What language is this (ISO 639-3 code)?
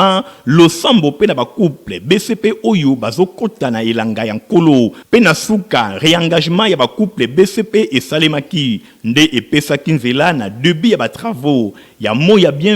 lin